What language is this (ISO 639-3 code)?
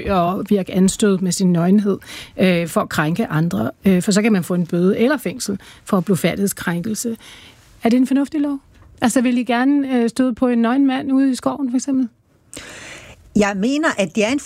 dan